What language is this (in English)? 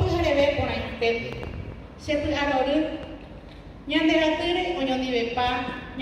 Guarani